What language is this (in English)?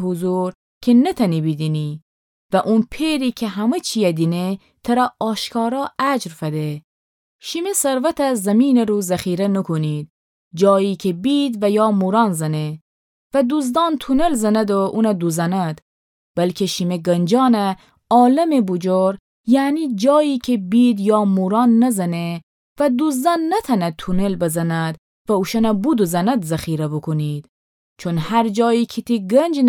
Gilaki